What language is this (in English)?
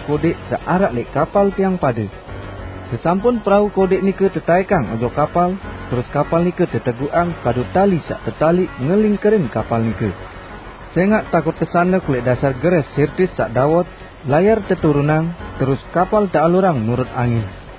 Sasak